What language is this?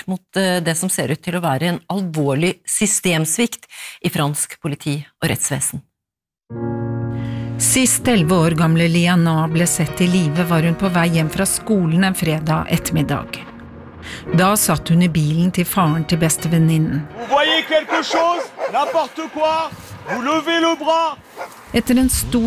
Norwegian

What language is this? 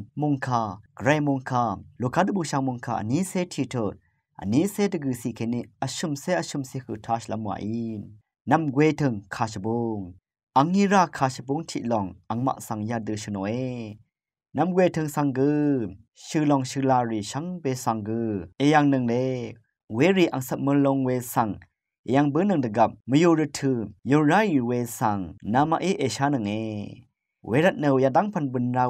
Rawang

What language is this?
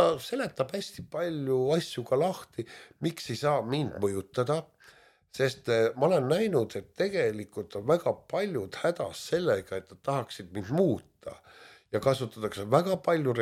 Estonian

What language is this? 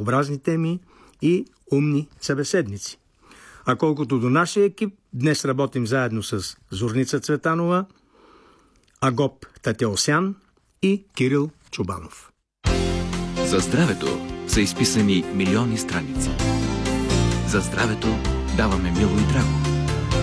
Bulgarian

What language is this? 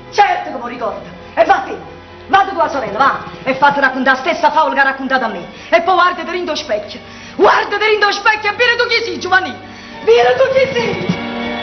Neapolitan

